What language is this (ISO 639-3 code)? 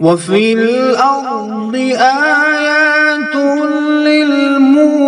kas